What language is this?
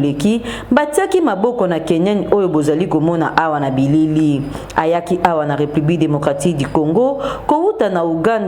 Lingala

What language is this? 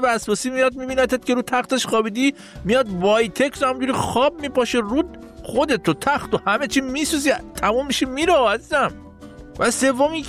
Persian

